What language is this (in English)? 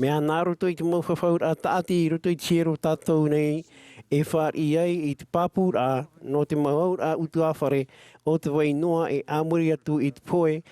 Tahitian